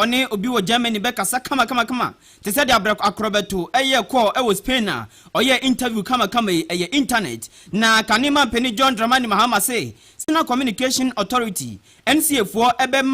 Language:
Akan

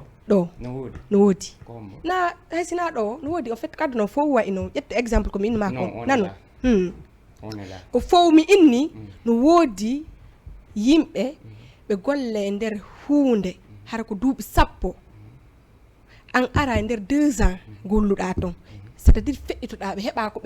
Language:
Fula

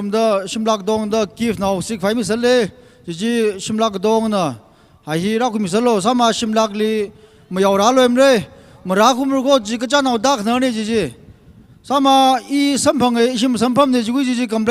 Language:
Tangkhul Naga (India)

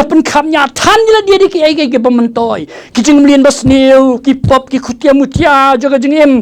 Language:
Khasi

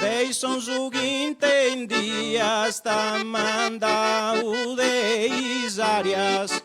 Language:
Sardinian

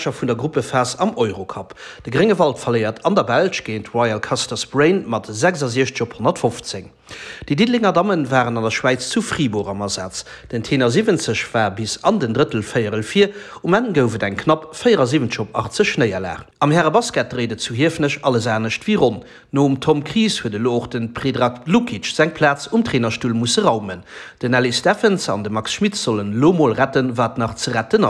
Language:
Luxembourgish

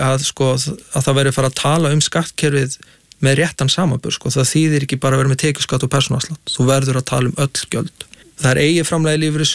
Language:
Icelandic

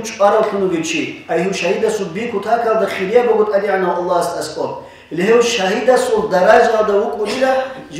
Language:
Avaric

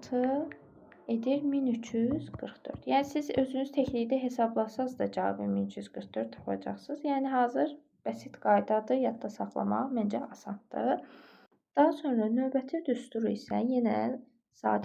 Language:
Azerbaijani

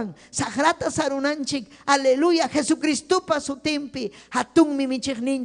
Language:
Ayacucho Quechua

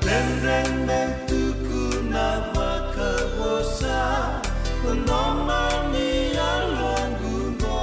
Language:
Fijian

